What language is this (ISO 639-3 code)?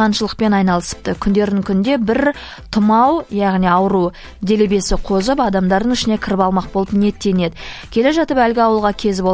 kaz